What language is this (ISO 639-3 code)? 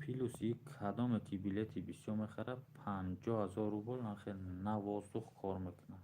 tgk